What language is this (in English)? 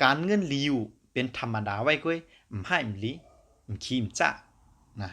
Shan